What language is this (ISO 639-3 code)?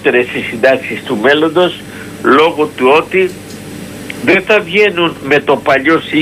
ell